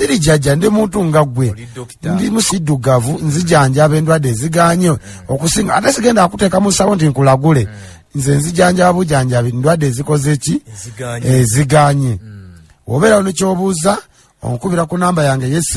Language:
Ganda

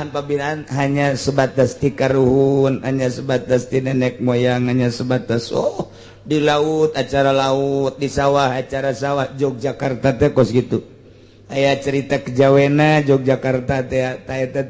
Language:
Sundanese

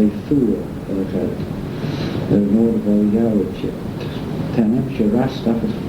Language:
Manx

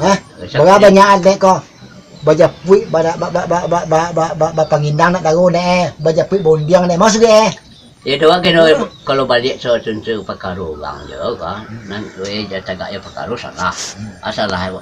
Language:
Minangkabau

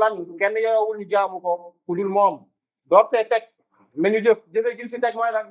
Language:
Wolof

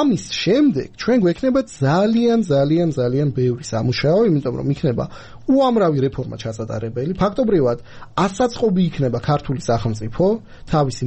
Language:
Georgian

